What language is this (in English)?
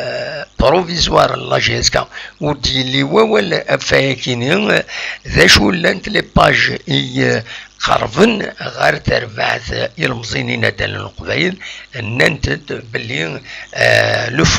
Kabyle